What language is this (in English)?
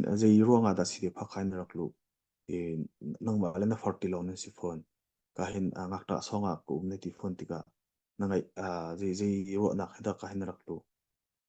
Hakha Chin